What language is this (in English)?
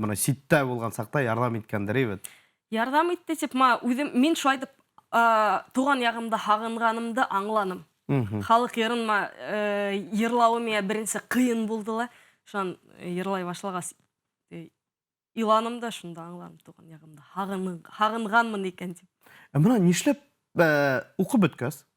Bashkir